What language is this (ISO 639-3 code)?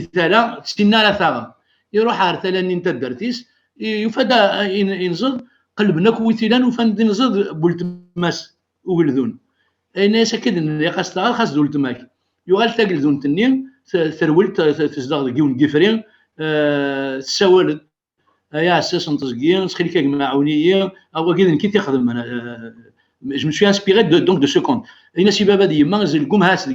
kab